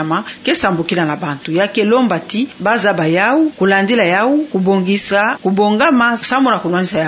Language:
Kituba (Democratic Republic of Congo)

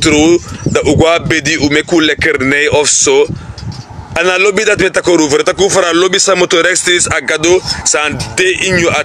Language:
Sranan Tongo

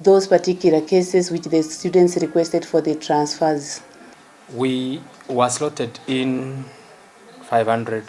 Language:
Gusii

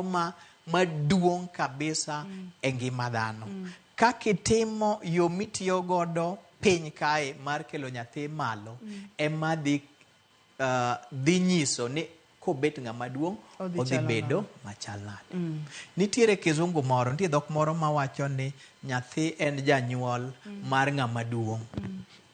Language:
Luo (Kenya and Tanzania)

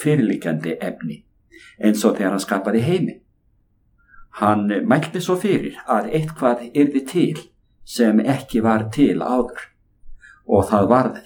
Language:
Icelandic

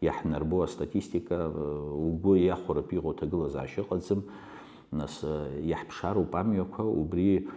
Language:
Abkhazian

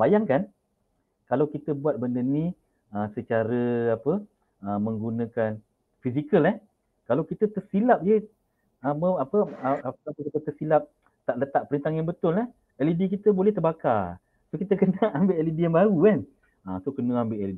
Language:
Malay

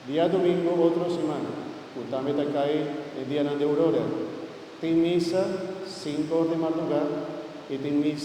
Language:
Papiamento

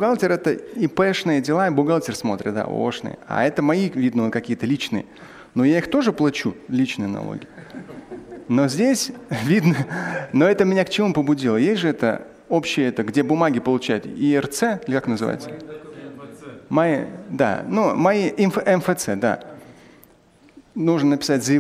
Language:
Russian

